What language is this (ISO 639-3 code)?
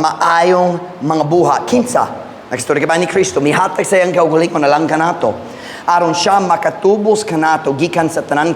ceb